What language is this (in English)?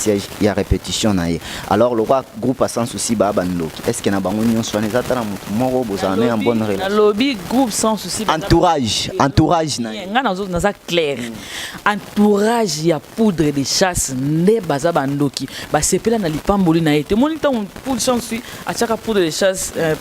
Lingala